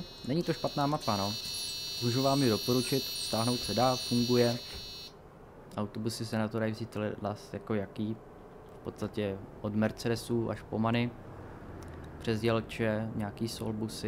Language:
Czech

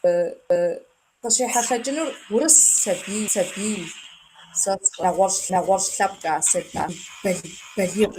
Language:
Kabardian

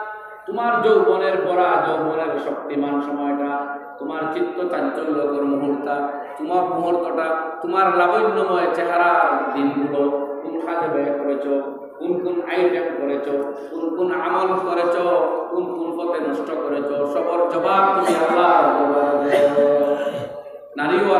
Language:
Sylheti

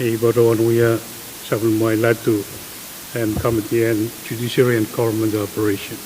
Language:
Pohnpeian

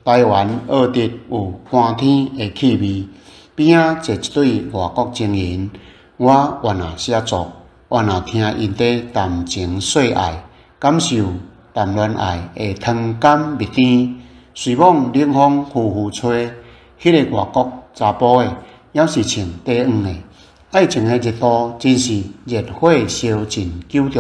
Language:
Min Nan Chinese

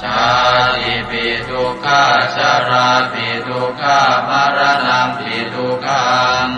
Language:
Pali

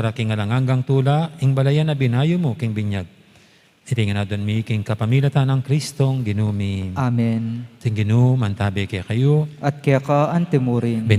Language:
Pampanga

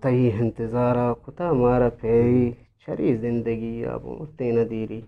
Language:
Eastern Balochi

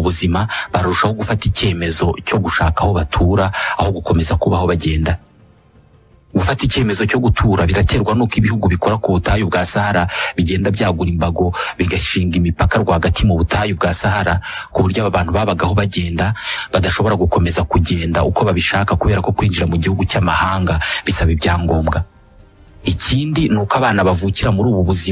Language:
Kinyarwanda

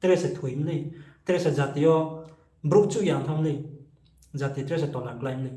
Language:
Riang (India)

